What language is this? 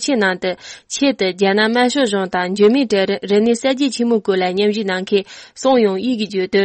Tibetan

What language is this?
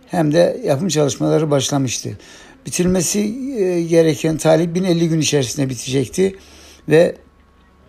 Turkish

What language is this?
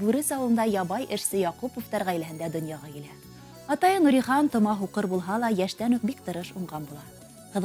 Bashkir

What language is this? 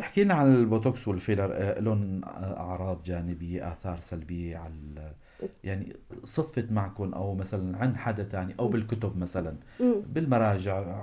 North Levantine Arabic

